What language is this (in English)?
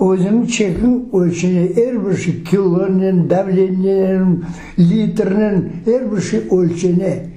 Crimean Tatar